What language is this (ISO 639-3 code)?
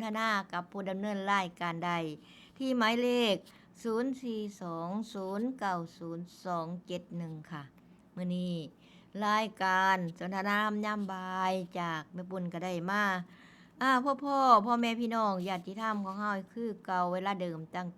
tts